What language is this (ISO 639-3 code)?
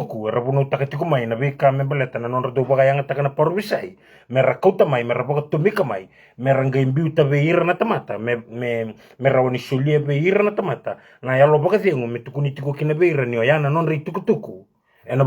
fij